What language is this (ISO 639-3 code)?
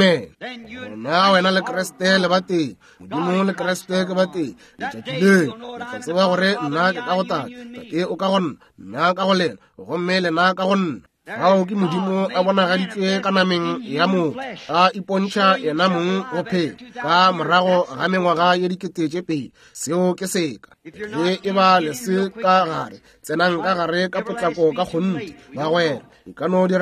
nso